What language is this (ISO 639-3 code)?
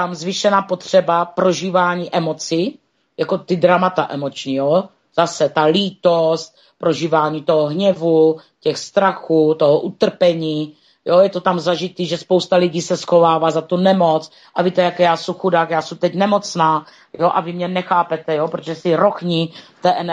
ces